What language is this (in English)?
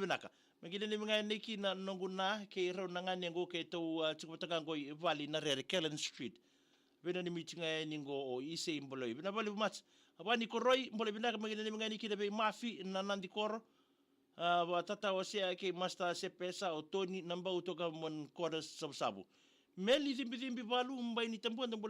Fijian